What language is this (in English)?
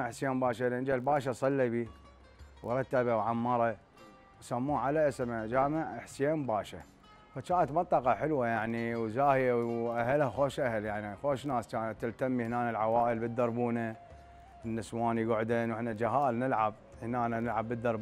Mesopotamian Arabic